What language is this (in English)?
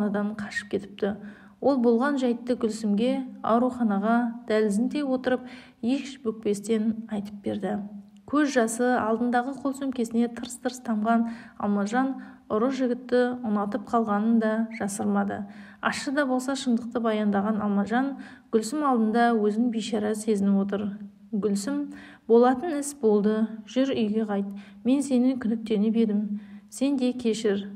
Kazakh